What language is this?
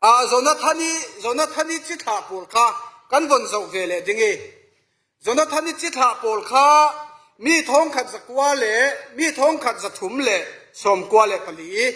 Falam Chin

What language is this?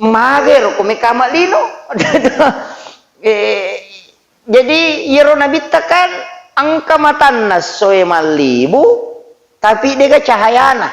Buginese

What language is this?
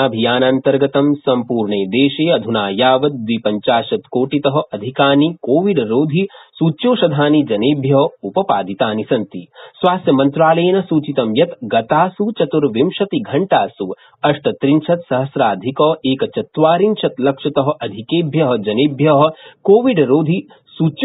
Sanskrit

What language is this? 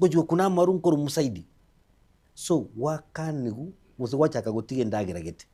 Gusii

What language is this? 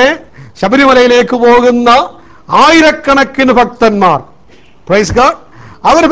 Malayalam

